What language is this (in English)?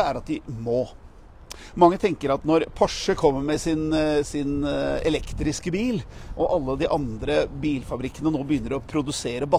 Norwegian